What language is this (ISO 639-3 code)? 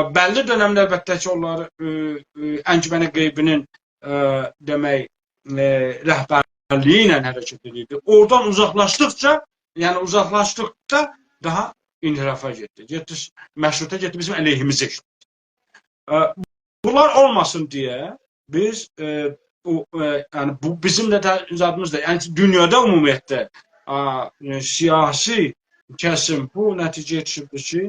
azb